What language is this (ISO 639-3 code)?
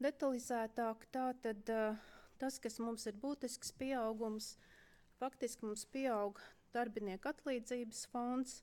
lav